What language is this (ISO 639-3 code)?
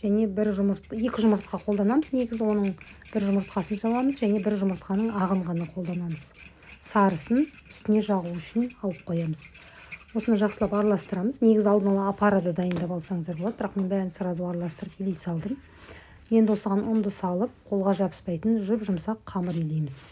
kaz